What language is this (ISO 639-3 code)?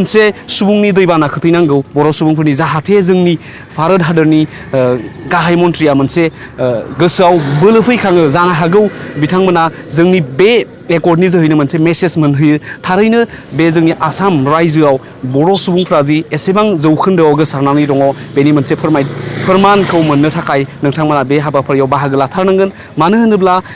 brx